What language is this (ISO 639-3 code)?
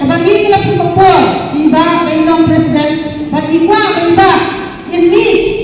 kha